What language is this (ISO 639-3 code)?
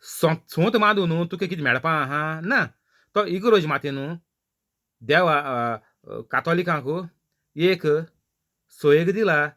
kok